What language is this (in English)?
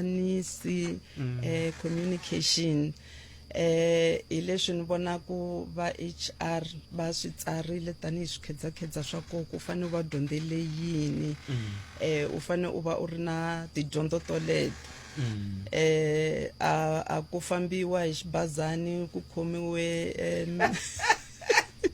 Tsonga